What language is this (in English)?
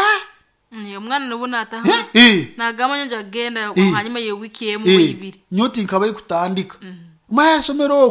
Nyoro